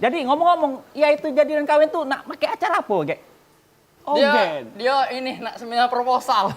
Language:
Musi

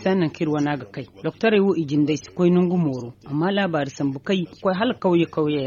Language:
Zarma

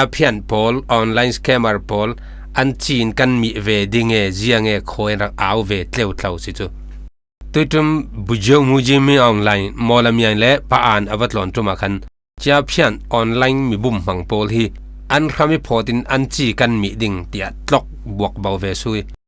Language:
Falam Chin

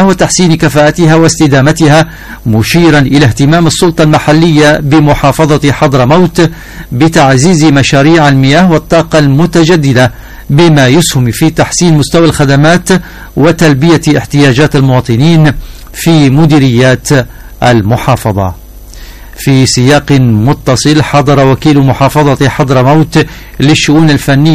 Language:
Arabic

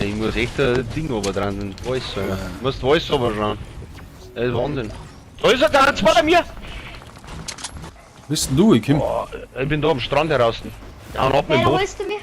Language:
Bavarian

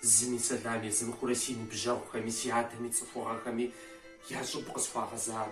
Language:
Kabardian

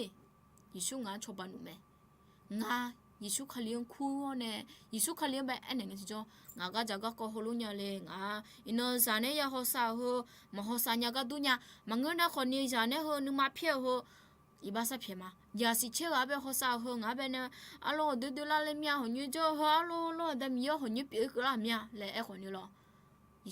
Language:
Akha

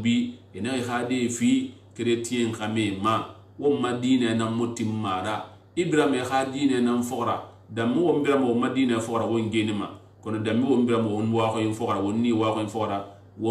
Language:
Susu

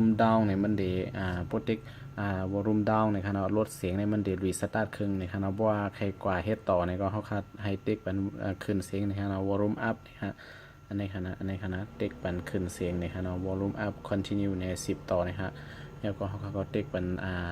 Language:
Shan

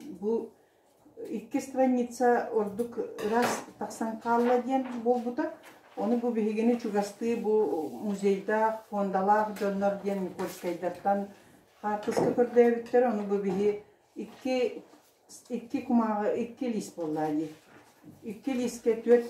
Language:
Yakut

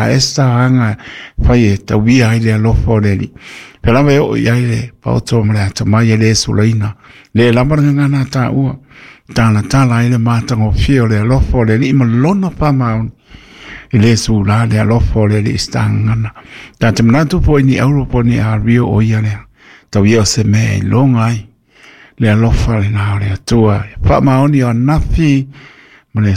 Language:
Samoan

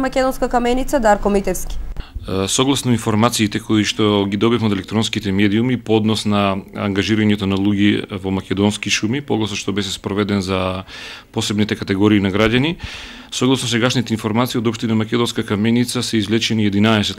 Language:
Macedonian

